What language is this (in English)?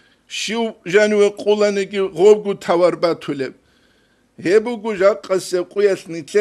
Avaric